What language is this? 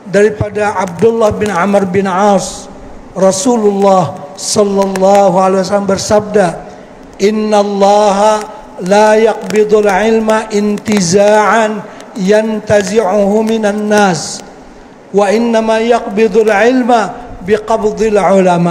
Banjar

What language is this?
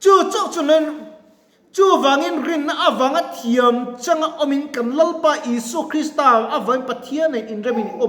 Mizo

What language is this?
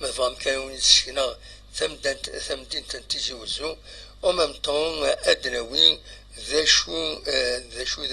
Kabyle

